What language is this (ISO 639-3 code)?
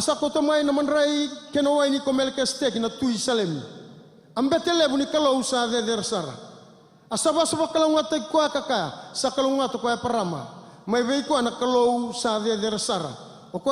fij